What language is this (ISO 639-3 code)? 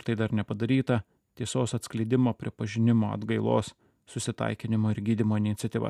lit